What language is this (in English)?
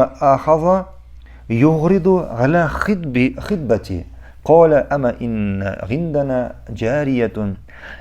Tatar